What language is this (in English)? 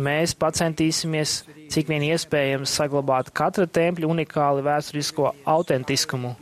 Latvian